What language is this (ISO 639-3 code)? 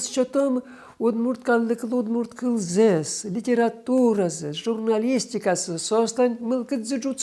udm